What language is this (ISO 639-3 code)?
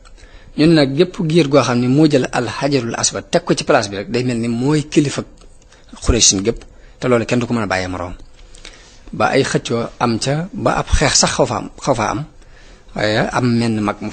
wol